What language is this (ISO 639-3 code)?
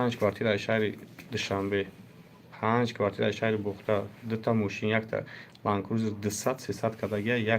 tgk